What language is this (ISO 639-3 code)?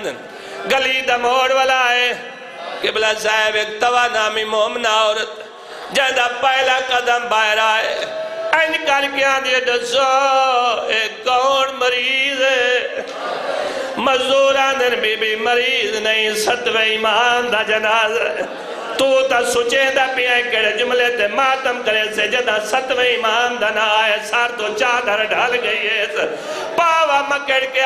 skr